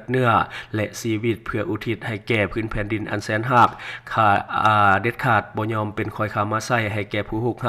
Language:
Lao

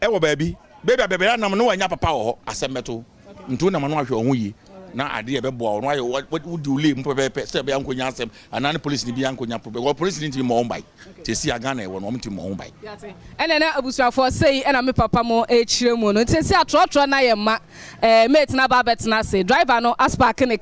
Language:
Akan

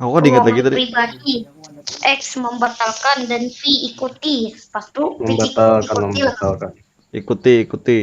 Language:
Banjar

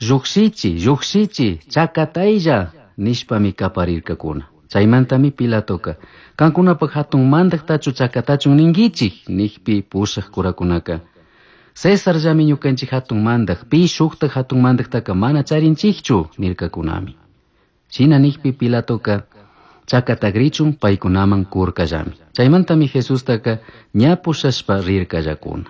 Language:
Chimborazo Highland Quichua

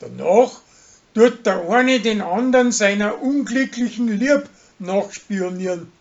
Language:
Bavarian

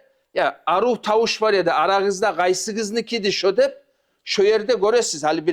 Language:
Kumyk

